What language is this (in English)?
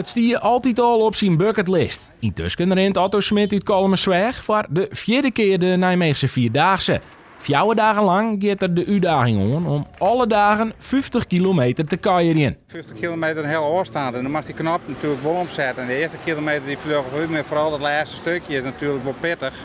Western Frisian